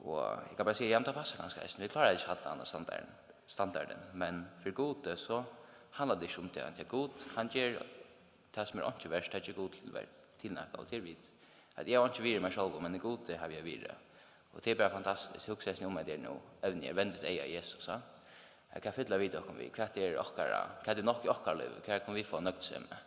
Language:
Faroese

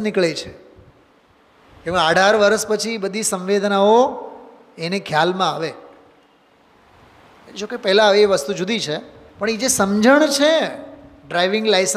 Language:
Gujarati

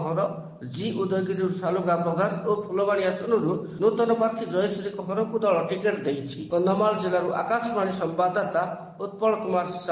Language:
Odia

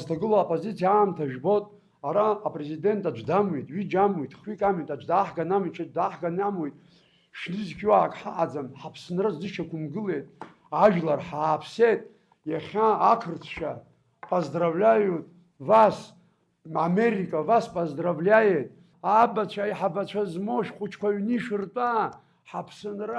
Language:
Abkhazian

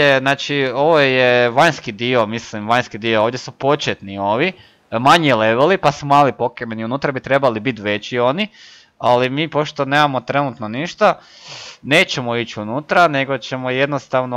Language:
Croatian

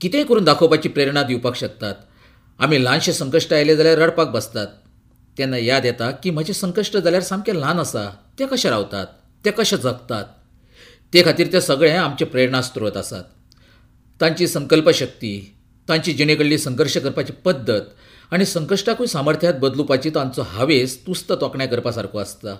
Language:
Konkani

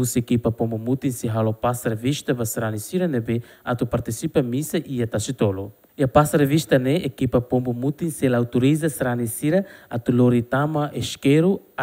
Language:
Tetum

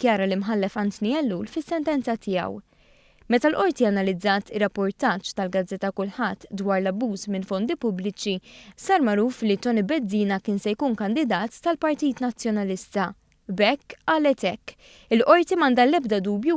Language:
Maltese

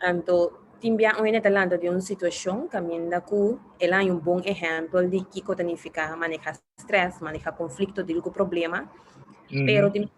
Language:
Papiamento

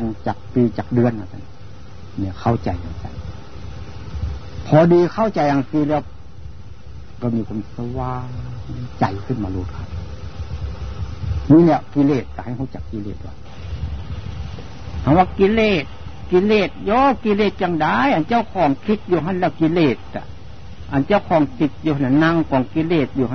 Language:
Thai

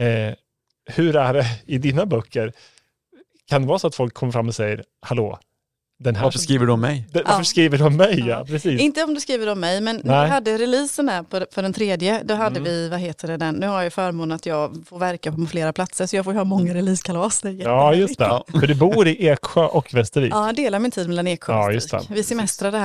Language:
Swedish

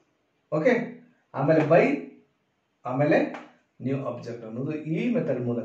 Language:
Kannada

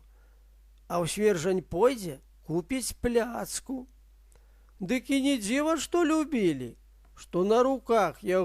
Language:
Belarusian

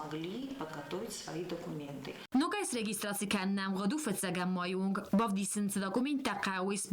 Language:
Ossetic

